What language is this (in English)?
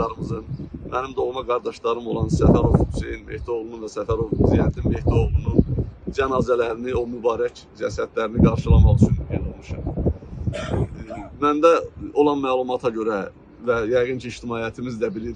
Azerbaijani